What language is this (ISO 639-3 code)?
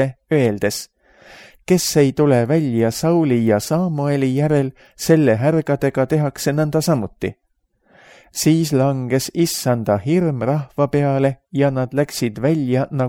est